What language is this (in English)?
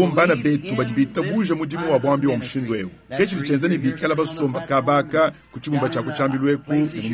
Luba-Lulua